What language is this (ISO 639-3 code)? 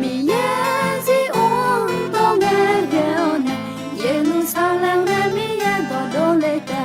ahk